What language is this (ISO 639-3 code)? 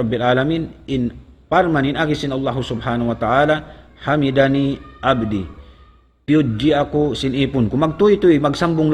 tsg